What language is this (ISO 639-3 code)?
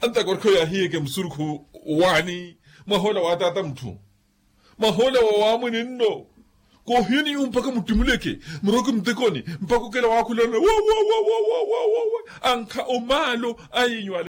vmw